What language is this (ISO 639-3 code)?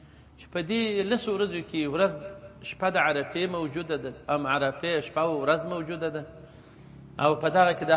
pus